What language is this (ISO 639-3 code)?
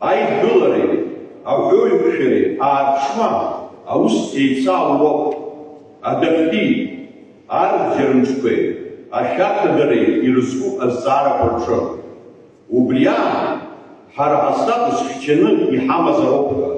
abk